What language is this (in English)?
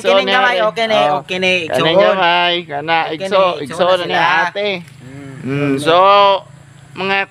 Cebuano